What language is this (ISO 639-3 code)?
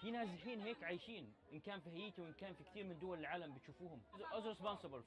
kur